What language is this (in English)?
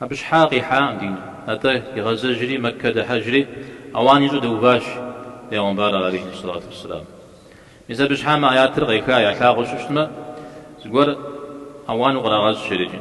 Kabardian